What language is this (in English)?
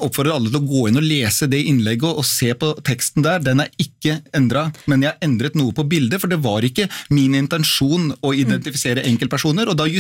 Norwegian